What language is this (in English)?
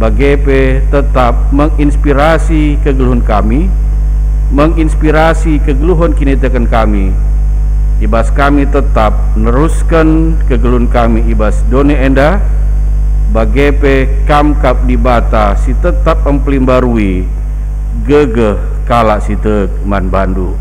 Batak Karo